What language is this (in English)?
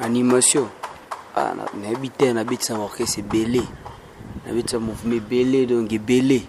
Lingala